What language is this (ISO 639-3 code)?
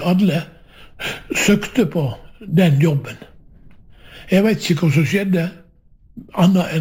nor